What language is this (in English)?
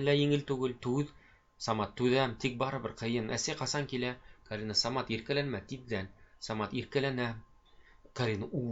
Bashkir